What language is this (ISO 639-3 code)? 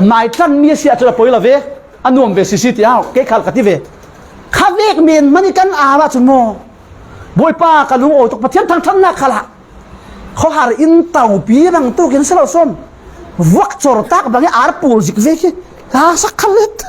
cfm